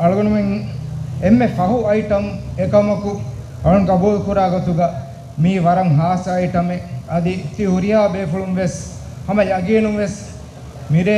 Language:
Divehi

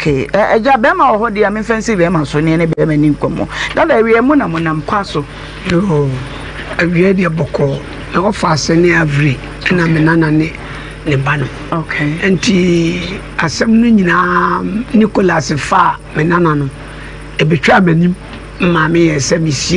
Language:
Akan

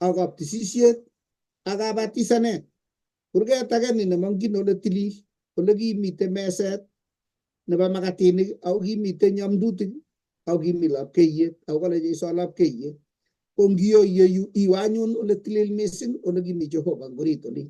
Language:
Kalenjin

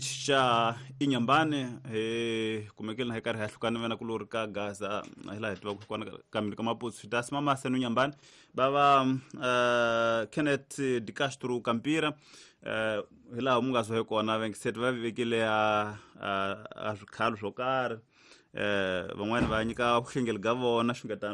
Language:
Tsonga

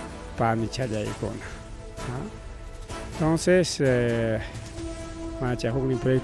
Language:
Ayacucho Quechua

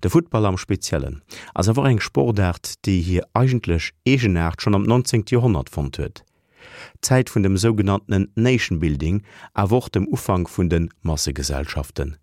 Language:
Luxembourgish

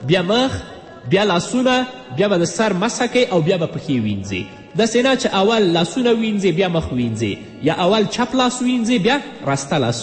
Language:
Pashto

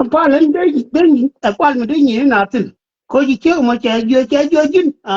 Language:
Nuer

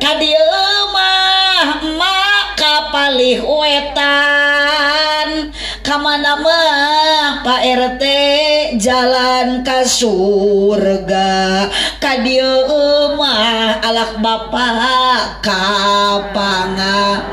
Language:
Sundanese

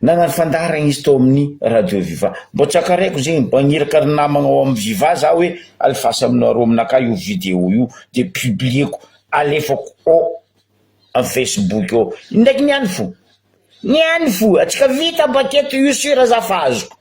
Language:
Malagasy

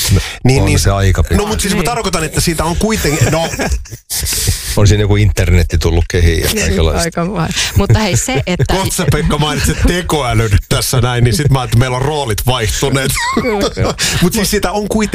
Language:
Finnish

